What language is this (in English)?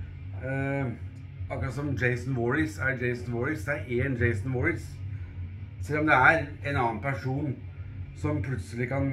Norwegian